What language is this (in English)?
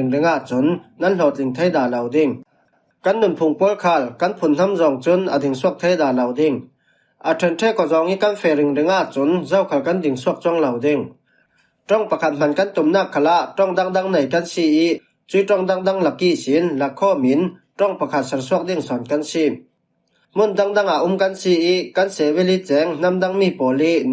Falam Chin